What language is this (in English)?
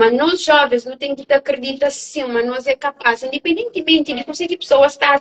Kabuverdianu